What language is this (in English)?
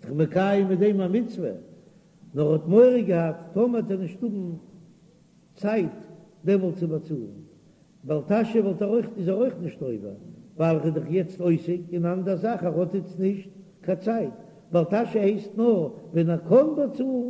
Yiddish